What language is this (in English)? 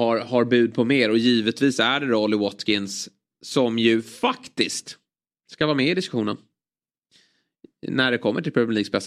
Swedish